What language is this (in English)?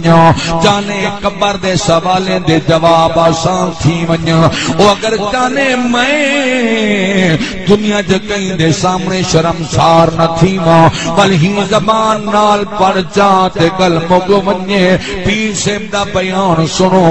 Saraiki